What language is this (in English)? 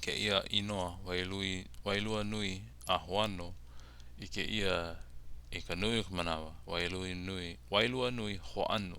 Hawaiian